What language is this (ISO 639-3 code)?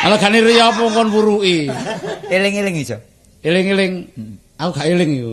jav